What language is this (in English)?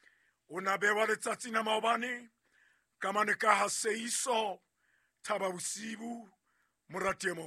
Southern Sotho